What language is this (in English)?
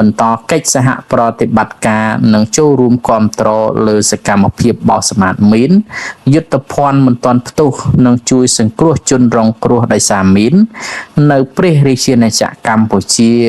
Khmer